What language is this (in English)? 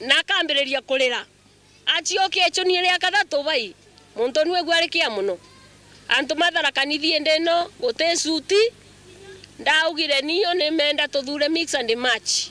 Meru